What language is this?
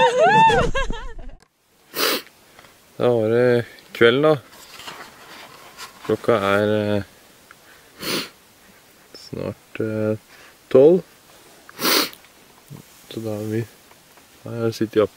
Norwegian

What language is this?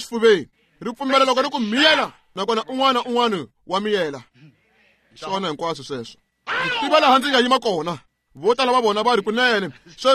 Tsonga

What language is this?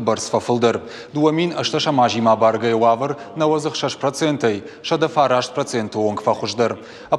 Ossetic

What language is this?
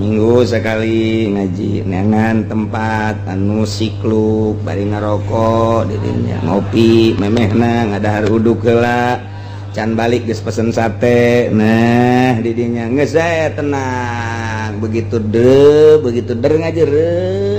Sundanese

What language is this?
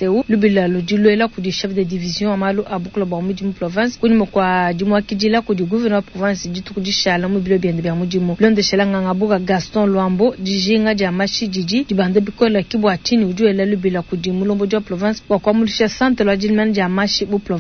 Luba-Lulua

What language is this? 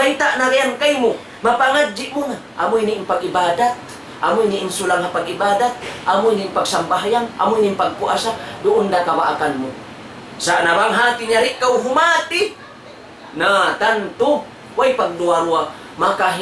Tausug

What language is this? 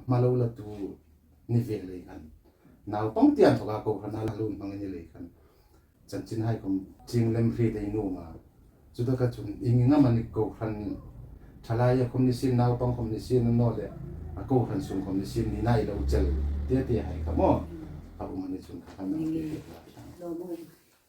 Hmar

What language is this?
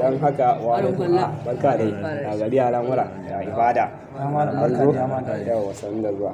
Hausa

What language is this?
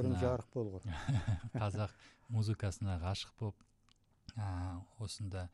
Kazakh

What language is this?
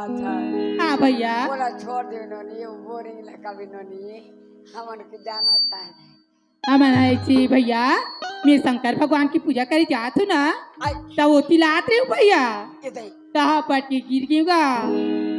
Chhattisgarhi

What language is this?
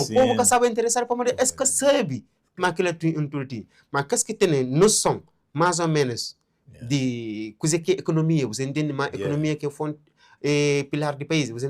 Kabuverdianu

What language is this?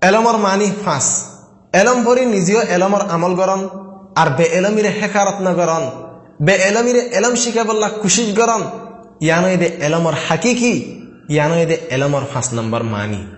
Rohingya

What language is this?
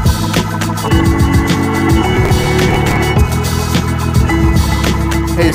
Malay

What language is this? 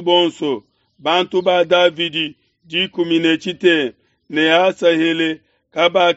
Luba-Lulua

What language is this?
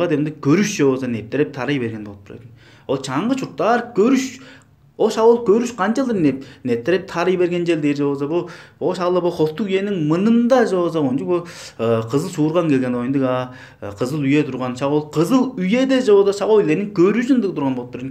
Tuvinian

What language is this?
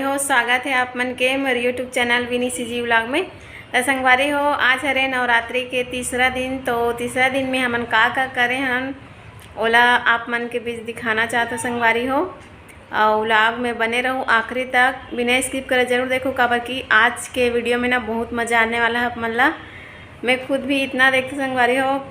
Chhattisgarhi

